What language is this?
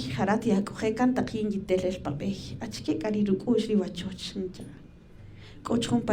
Kaqchikel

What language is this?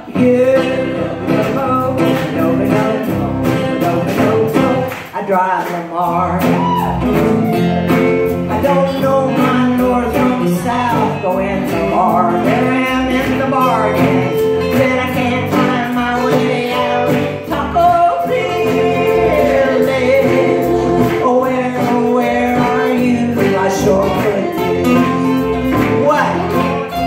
English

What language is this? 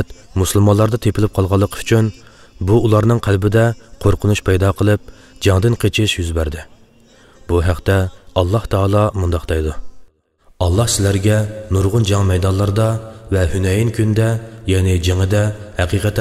Uyghur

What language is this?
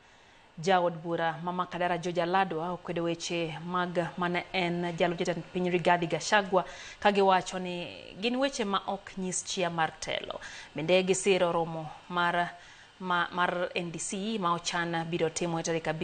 Luo (Kenya and Tanzania)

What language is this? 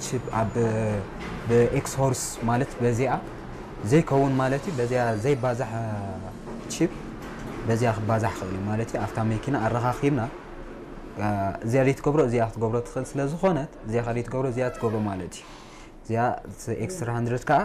Tigrinya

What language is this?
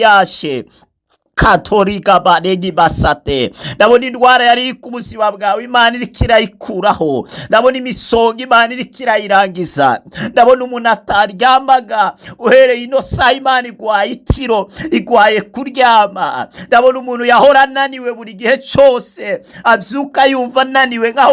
Rundi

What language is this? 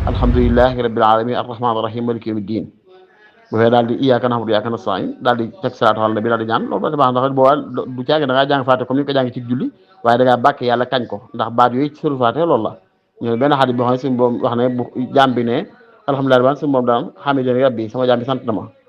Wolof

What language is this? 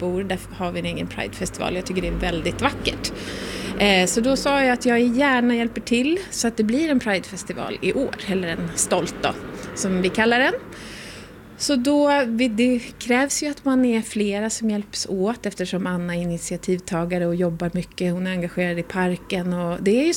Swedish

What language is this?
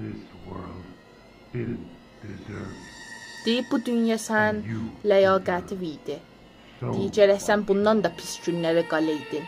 South Azerbaijani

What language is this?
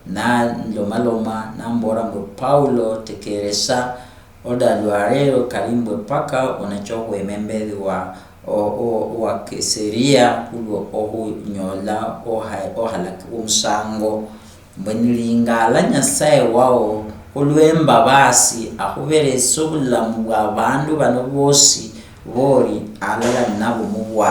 Luyia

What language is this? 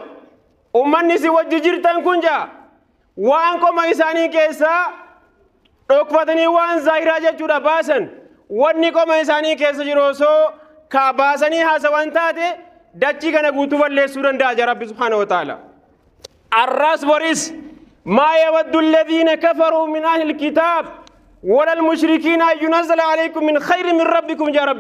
Oromo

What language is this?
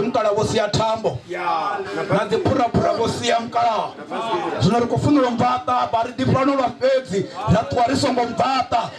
Venda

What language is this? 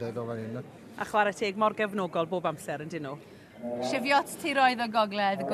Welsh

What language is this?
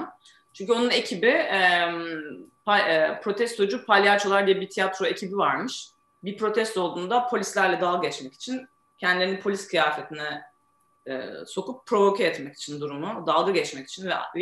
Turkish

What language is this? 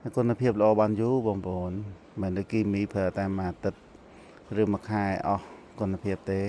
Khmer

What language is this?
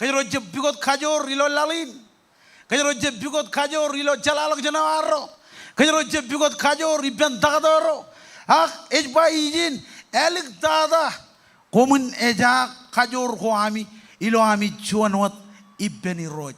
Marshallese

